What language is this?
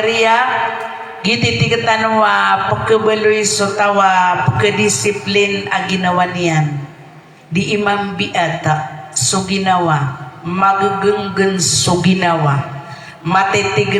Maranao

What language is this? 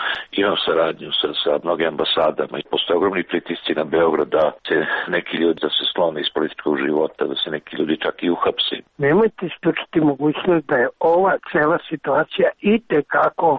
Serbian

